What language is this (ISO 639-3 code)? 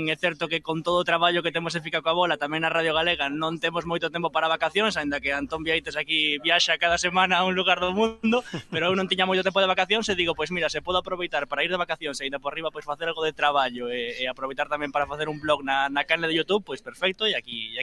glg